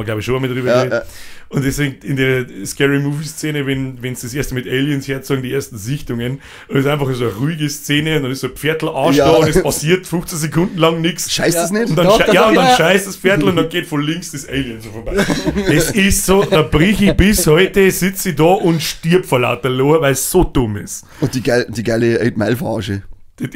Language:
Bavarian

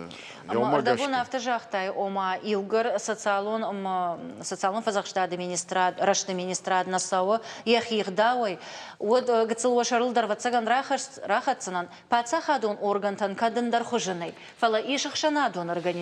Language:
Ossetic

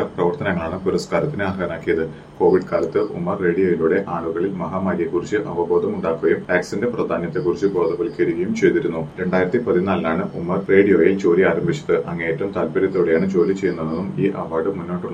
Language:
Malayalam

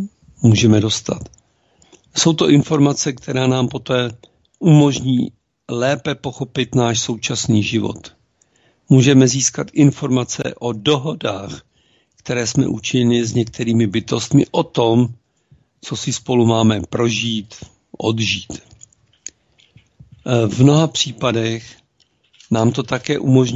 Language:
Czech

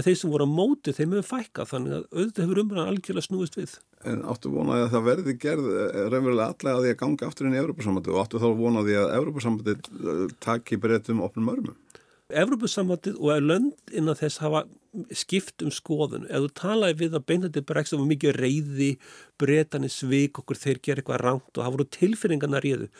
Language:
Icelandic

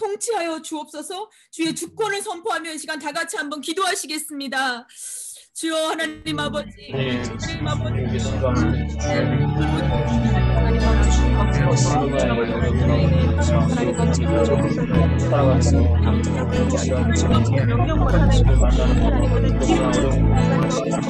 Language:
Korean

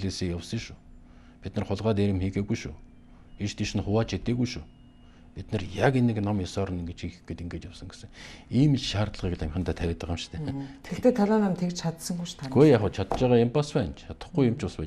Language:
Mongolian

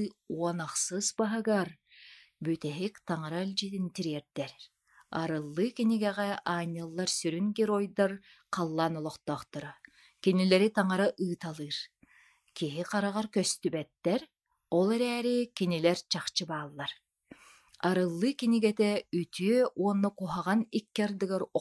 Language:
Yakut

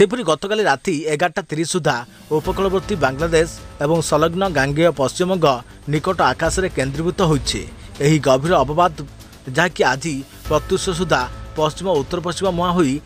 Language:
Odia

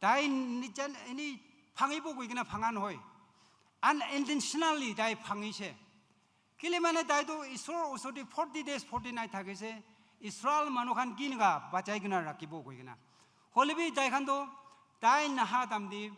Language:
Naga Pidgin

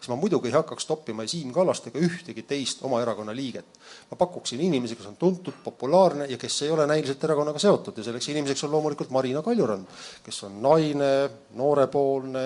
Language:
Estonian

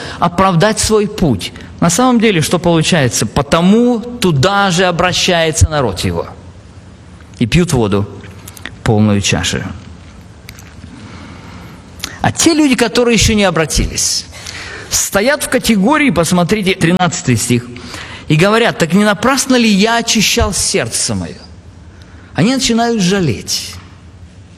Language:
Russian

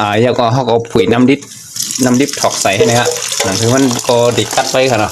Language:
Shan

